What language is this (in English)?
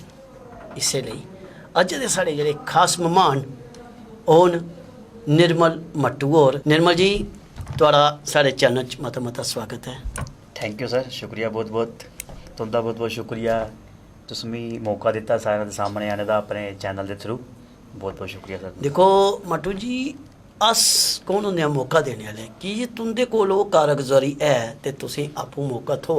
Dogri